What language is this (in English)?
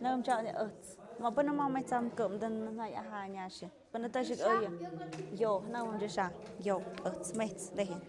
Tlahuitoltepec Mixe